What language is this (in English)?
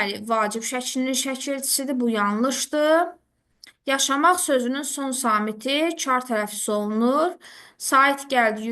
Azerbaijani